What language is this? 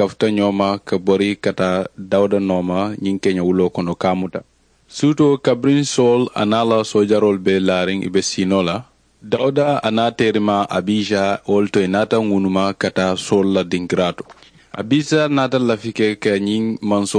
Mandingo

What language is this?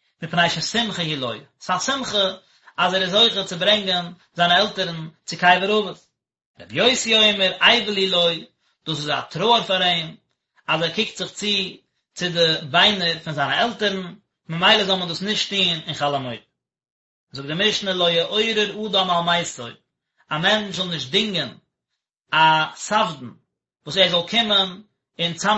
Yiddish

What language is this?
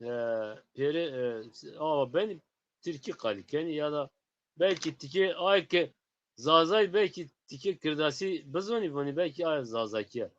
Zaza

